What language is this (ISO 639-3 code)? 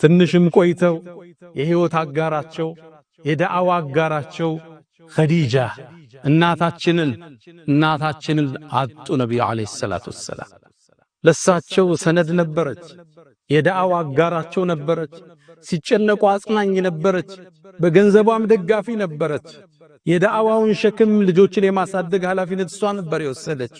amh